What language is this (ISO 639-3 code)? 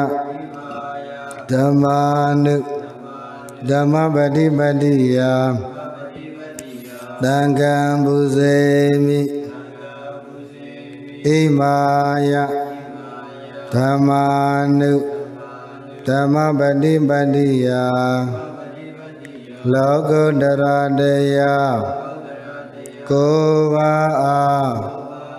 mya